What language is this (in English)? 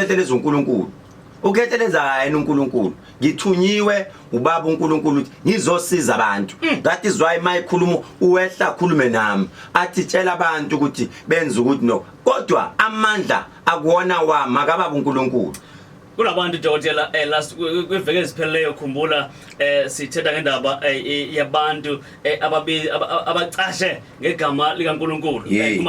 Zulu